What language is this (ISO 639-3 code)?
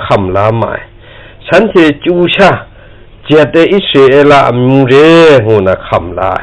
kac